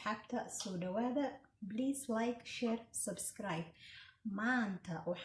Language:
Somali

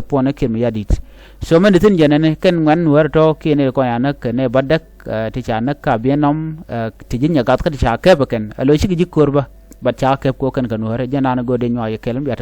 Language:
Nuer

